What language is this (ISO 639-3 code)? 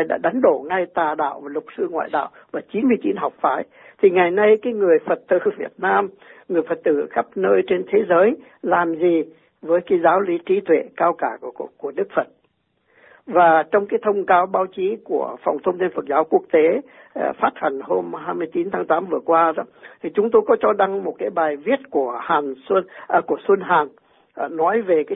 vie